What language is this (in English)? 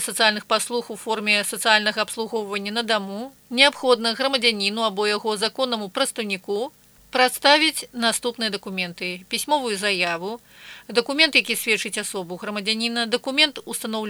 Belarusian